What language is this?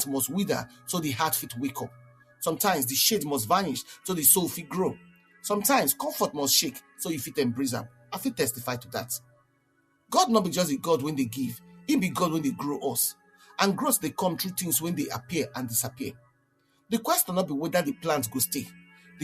Nigerian Pidgin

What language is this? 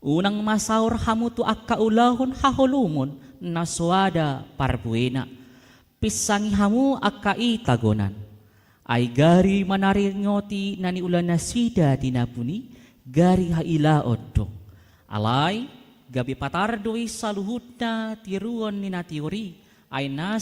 Batak Toba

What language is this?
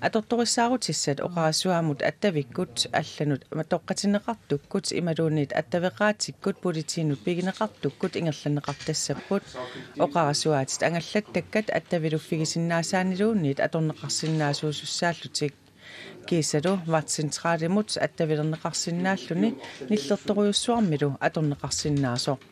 Kalaallisut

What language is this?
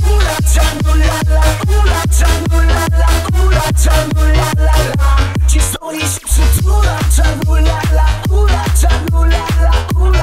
Polish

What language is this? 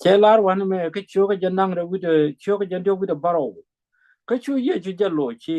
Nuer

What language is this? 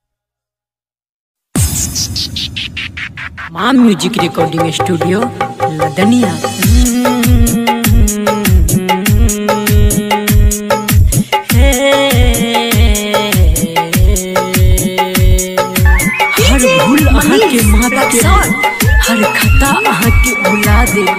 Maithili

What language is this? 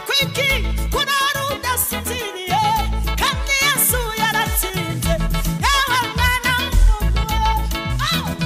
Kinyarwanda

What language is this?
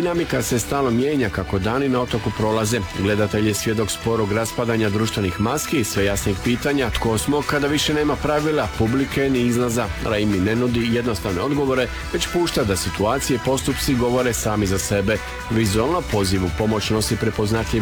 Croatian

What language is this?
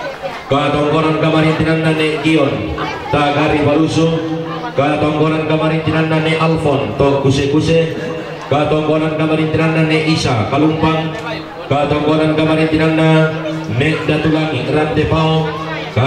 Toraja-Sa'dan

